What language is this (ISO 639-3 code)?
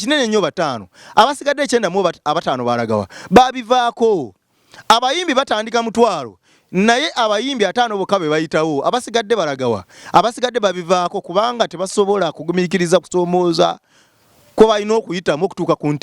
lug